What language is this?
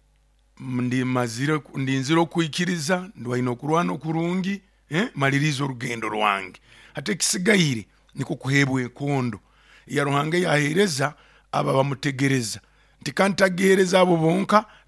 Nyoro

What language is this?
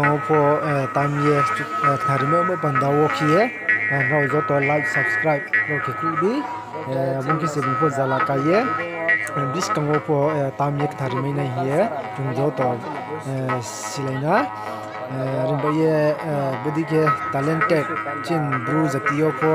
Riang (India)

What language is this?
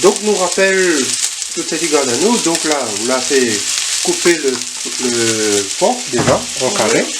Réunion Creole French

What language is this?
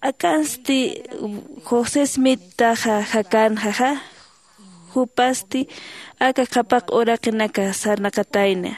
Aymara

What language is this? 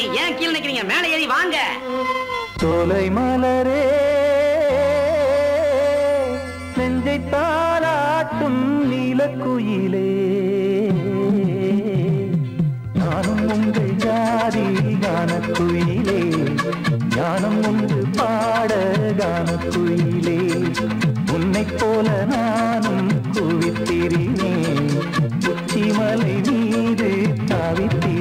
Tamil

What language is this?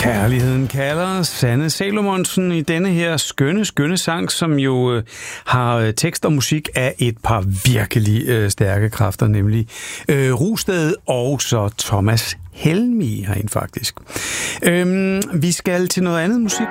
Danish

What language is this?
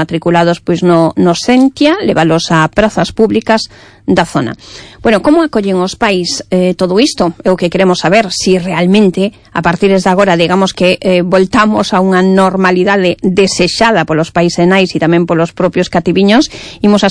Galician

